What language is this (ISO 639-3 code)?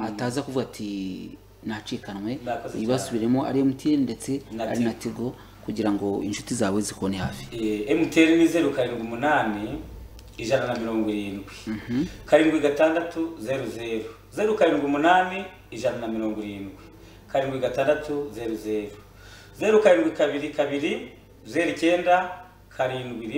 kin